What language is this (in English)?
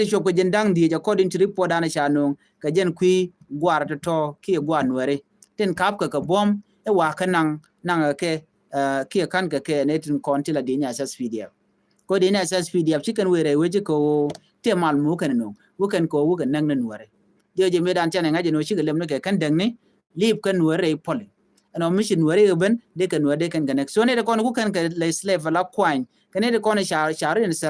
Nuer